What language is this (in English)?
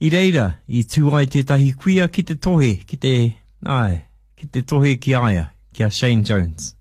Māori